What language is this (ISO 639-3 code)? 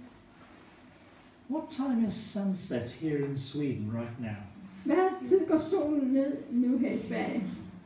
dan